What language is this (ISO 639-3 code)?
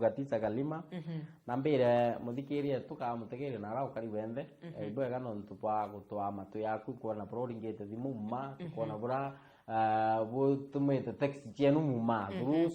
mer